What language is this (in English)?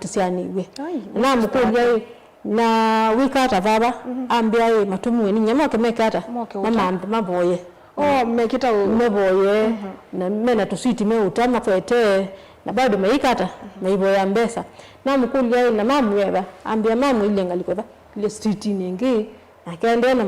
Kamba